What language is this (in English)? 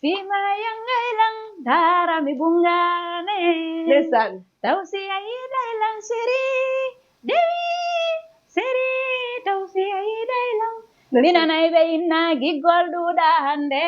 Fula